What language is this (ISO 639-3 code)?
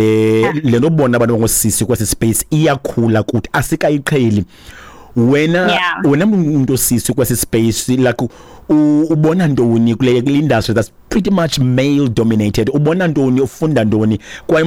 xho